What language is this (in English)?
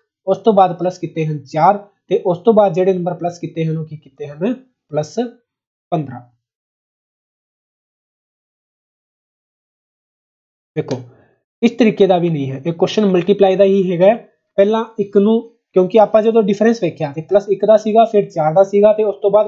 Punjabi